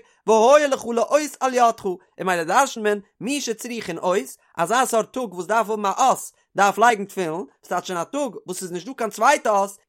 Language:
Yiddish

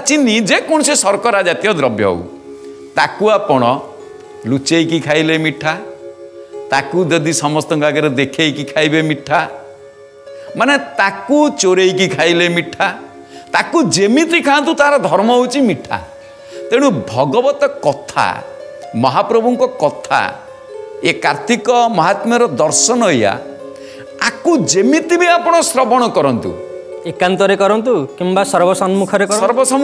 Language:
Odia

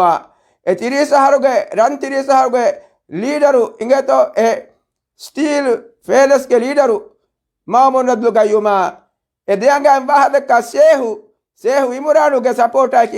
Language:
Divehi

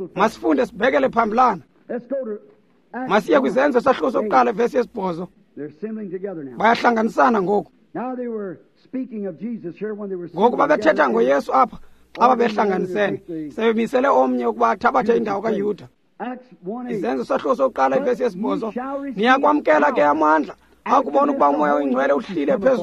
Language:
Xhosa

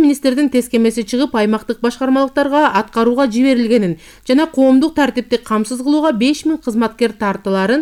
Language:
Kyrgyz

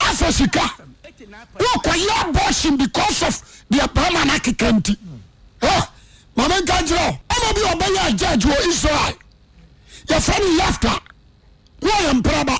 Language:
Akan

